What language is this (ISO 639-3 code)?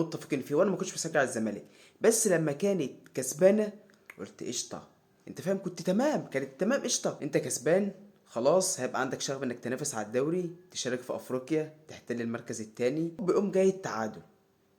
arz